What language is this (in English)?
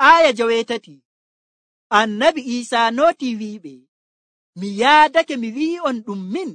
Nigerian Fulfulde